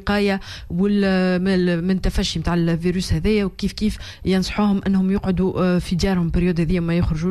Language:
Tunisian Arabic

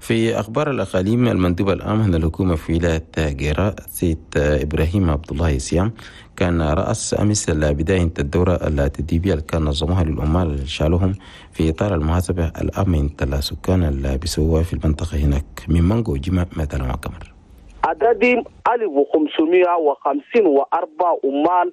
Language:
Chadian Arabic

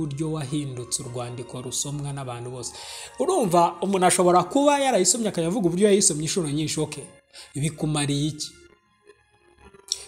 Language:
Kinyarwanda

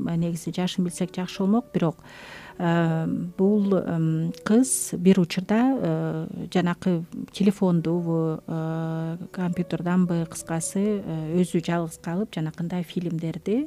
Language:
Kyrgyz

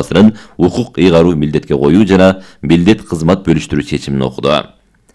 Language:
Kyrgyz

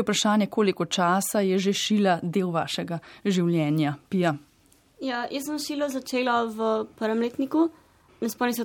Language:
Slovenian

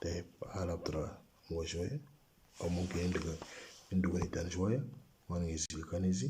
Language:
Moro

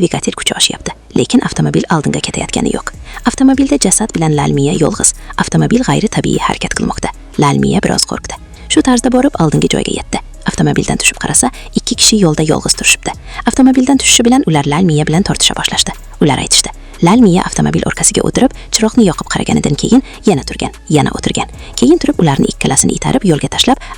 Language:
Uzbek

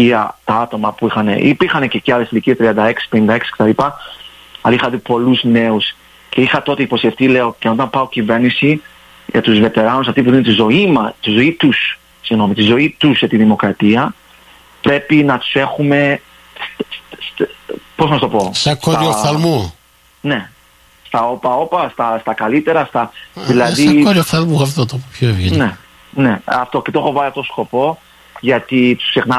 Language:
Greek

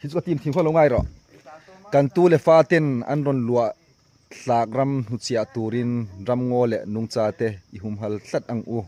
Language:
Hmar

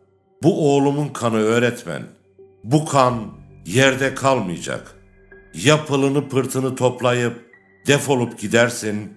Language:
Turkish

